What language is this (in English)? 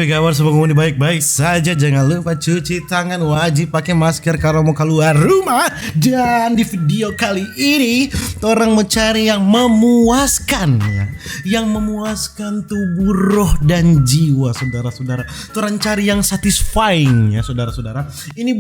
Manado Malay